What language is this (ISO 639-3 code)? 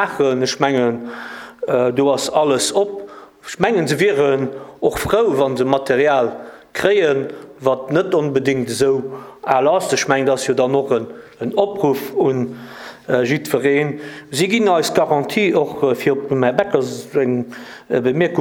ltz